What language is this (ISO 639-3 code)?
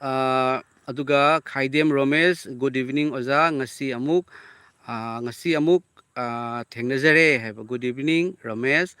mni